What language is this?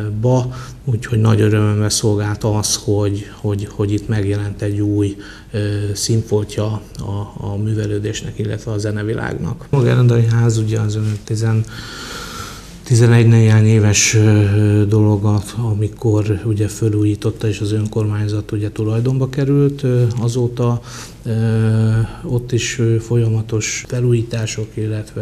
Hungarian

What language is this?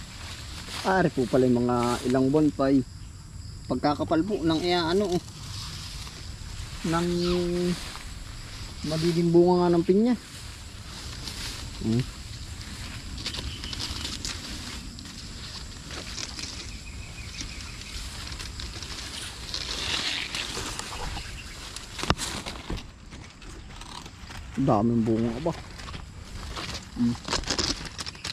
Filipino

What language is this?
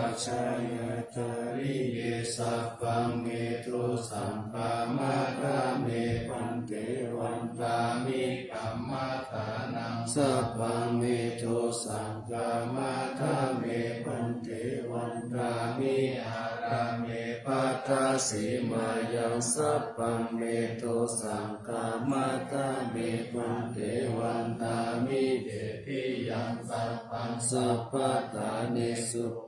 Pali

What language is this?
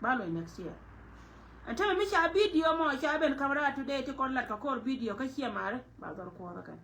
Nuer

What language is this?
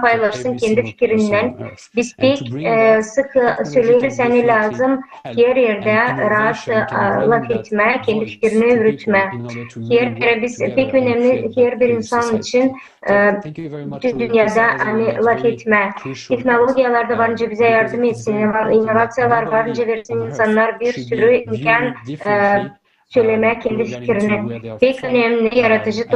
Gagauz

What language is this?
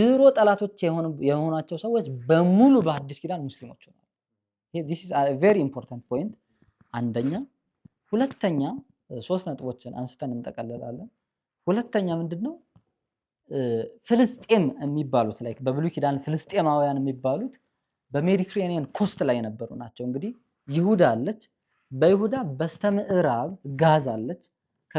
Amharic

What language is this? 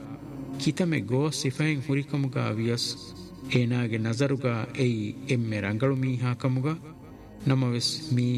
Divehi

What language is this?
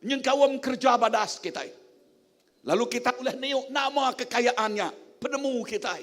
Iban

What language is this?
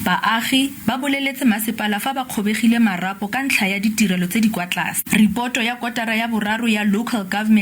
Tswana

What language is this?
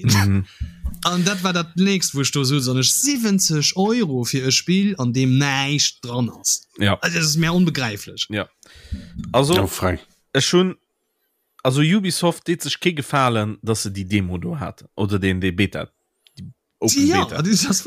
Luxembourgish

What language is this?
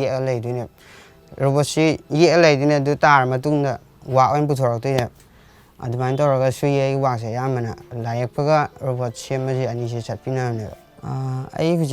Manipuri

